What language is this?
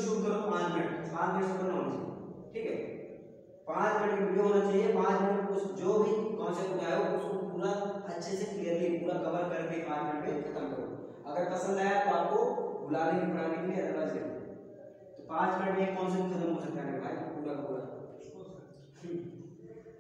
Hindi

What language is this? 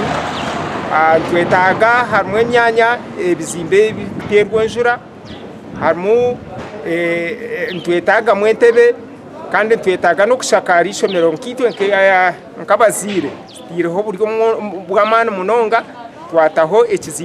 Nyankole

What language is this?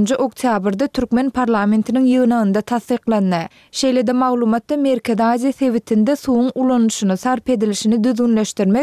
Turkmen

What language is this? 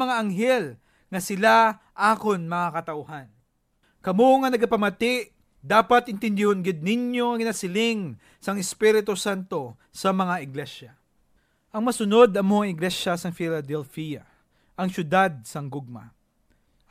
Hiligaynon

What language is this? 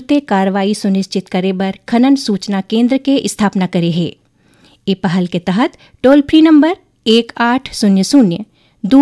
Chhattisgarhi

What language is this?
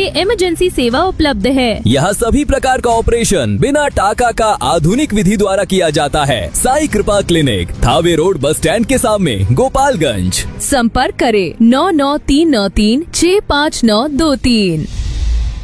Hindi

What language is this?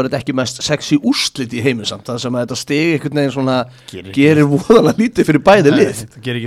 Icelandic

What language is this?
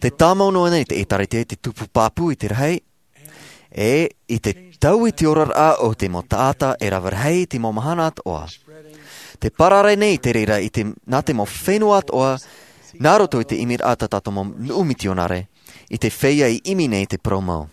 Tahitian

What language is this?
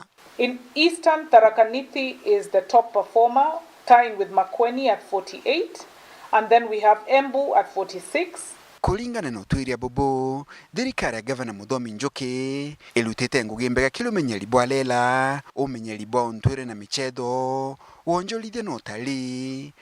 Meru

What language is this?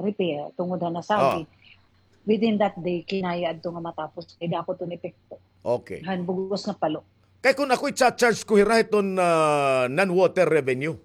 Waray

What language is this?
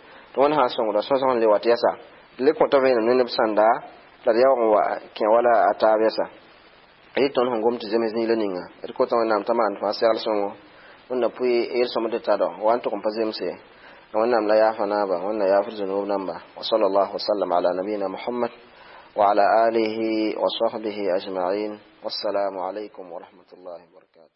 Mossi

